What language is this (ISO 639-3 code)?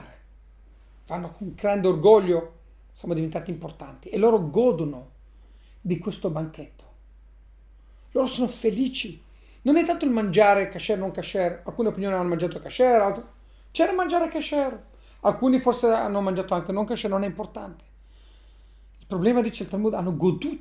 ita